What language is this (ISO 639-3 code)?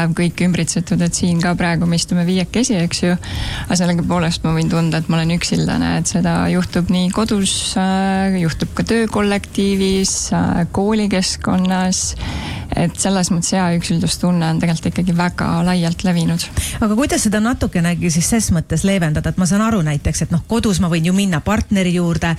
est